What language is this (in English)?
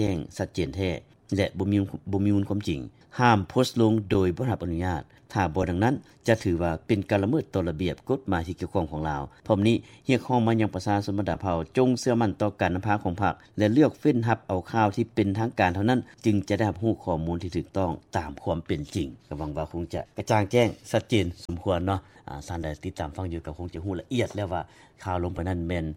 Lao